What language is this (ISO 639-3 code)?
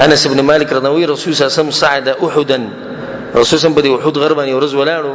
pus